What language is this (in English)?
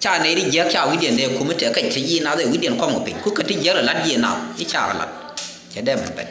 Nuer